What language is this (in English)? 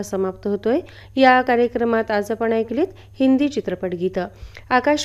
Marathi